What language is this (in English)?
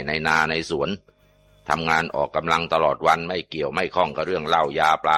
Thai